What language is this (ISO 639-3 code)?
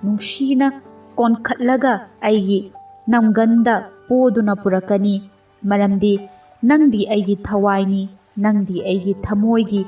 mni